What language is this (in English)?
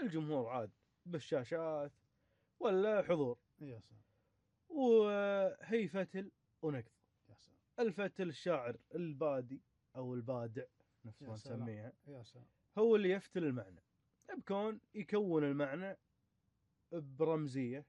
Gulf Arabic